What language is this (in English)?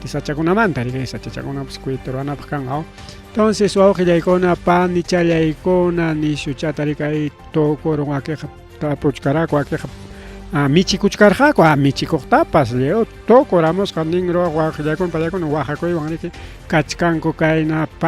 Ayacucho Quechua